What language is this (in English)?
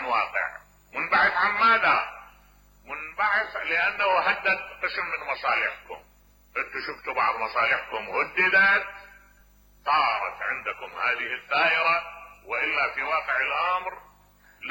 Mesopotamian Arabic